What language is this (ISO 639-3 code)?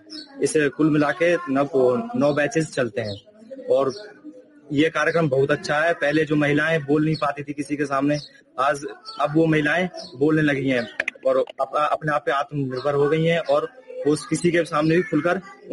hin